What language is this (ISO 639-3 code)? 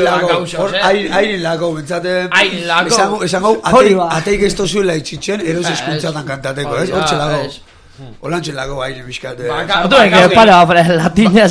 eus